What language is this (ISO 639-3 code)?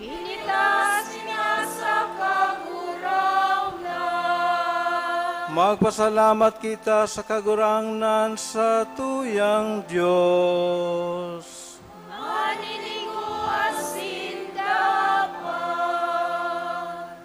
bik